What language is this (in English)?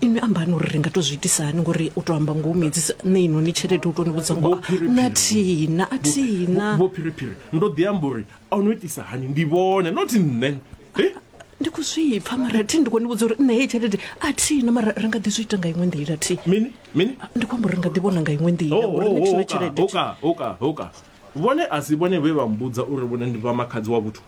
Venda